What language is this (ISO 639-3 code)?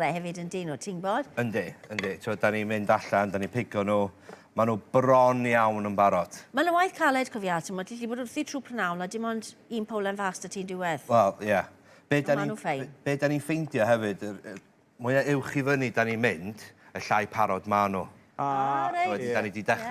cym